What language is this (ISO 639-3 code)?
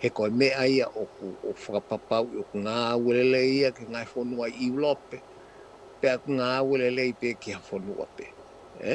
ton